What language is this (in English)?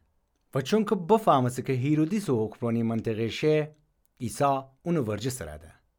Gilaki